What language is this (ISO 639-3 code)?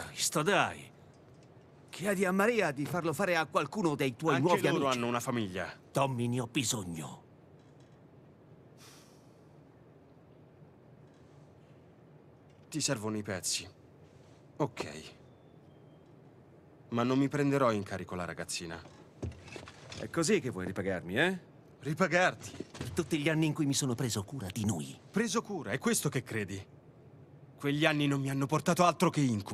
ita